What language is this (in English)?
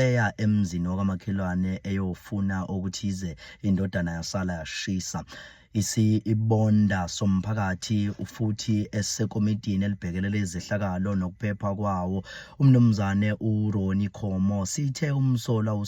Zulu